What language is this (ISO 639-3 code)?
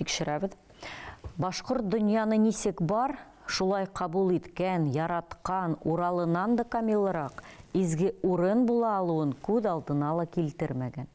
bak